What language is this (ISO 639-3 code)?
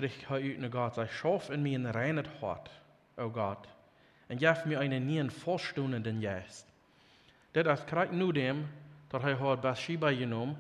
pdt